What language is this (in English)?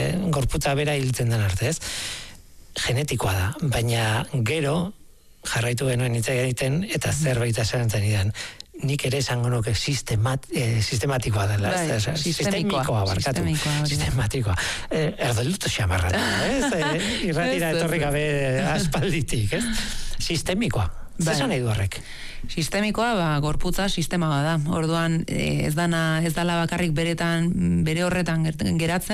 Basque